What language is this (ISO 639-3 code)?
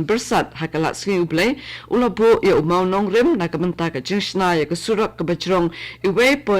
kha